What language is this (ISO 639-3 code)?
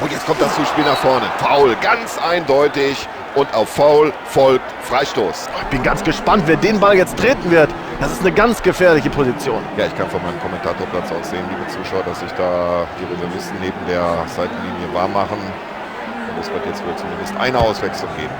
bar